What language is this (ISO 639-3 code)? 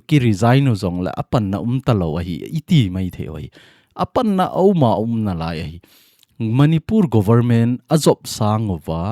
tcz